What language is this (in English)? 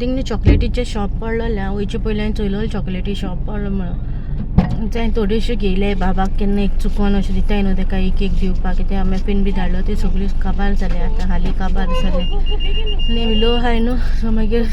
Konkani